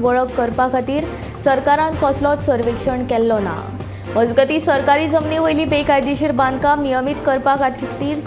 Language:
Konkani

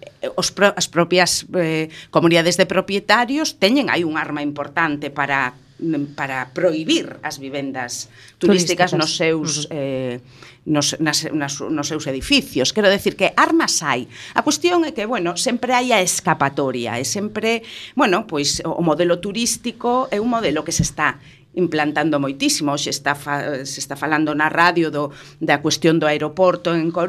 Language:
Galician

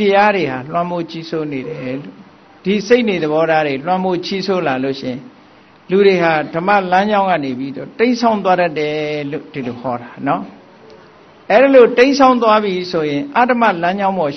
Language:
Burmese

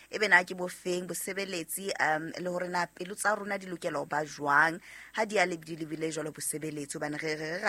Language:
Southern Sotho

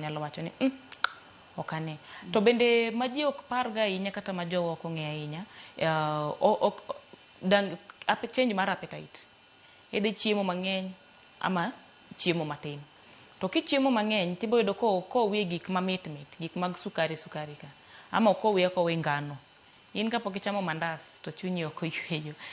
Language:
Luo (Kenya and Tanzania)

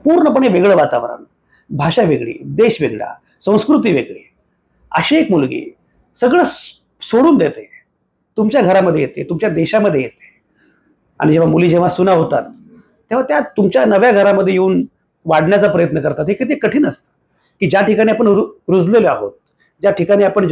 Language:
Marathi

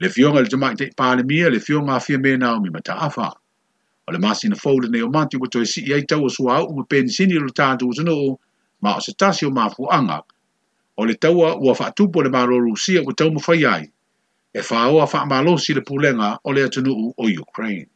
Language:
Samoan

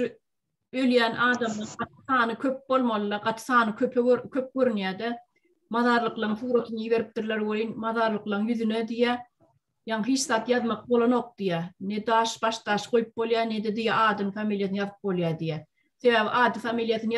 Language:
Turkmen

